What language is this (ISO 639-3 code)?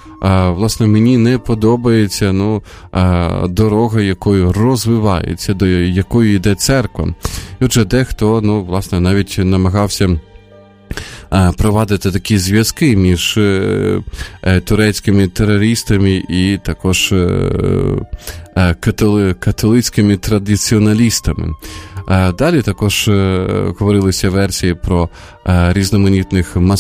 ukr